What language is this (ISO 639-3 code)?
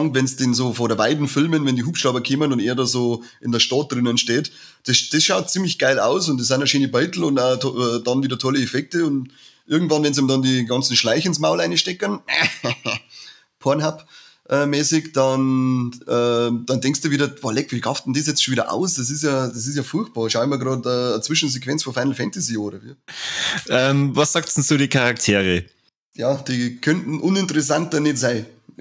bar